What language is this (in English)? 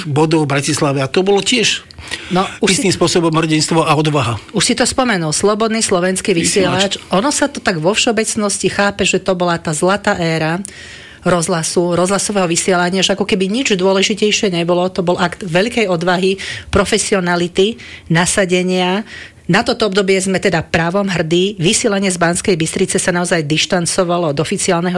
Slovak